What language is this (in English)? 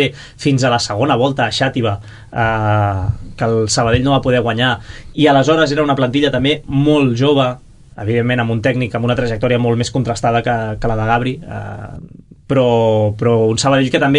Catalan